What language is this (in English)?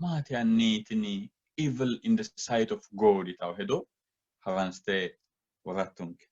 Sidamo